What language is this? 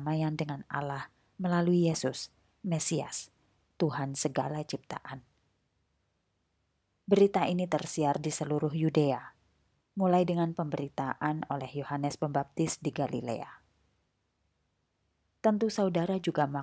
Indonesian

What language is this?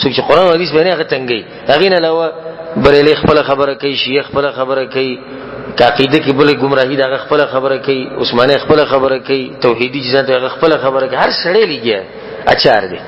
Pashto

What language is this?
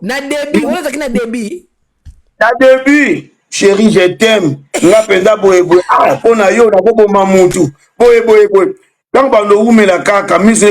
Lingala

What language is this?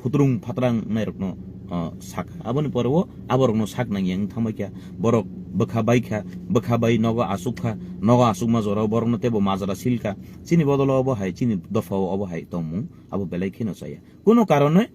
Kok Borok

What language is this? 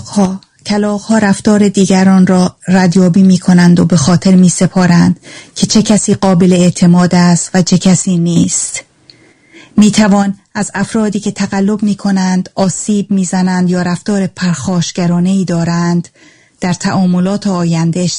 Persian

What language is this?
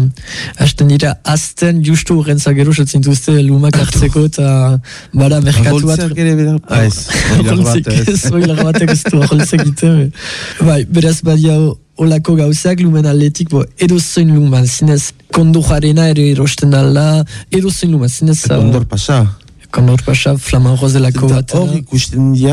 Basque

